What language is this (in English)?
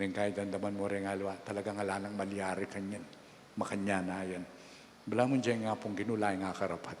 Pampanga